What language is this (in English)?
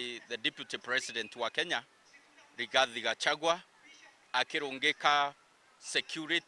Meru